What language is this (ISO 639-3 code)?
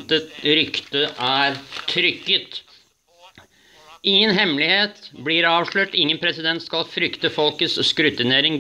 nor